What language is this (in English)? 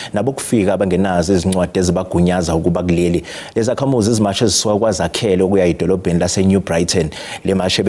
Zulu